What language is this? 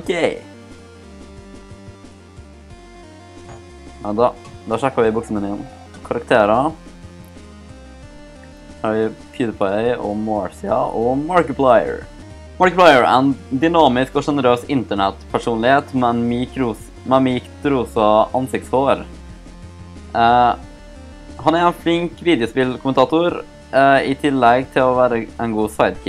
Norwegian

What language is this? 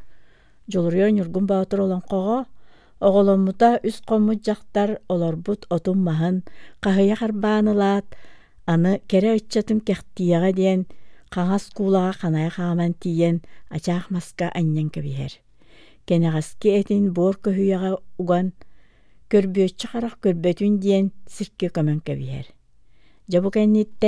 Yakut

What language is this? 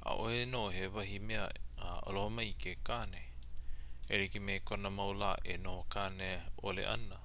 Hawaiian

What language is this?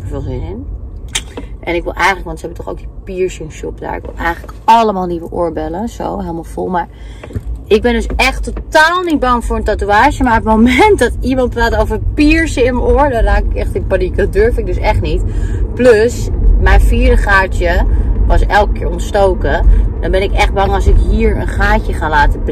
Dutch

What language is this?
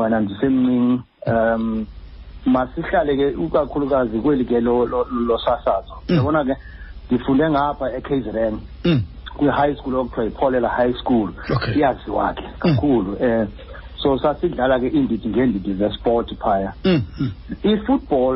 Xhosa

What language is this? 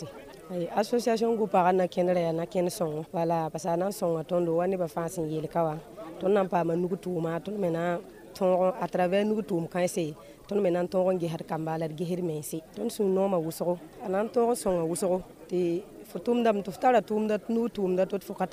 Mossi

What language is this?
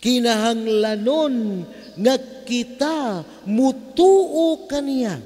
Cebuano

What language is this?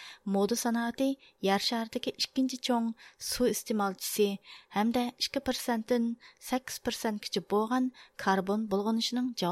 Uyghur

